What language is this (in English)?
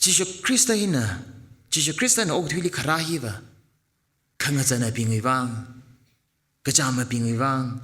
Tangkhul Naga (India)